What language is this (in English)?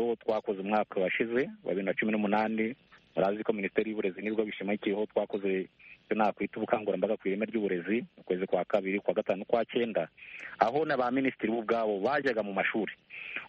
Kinyarwanda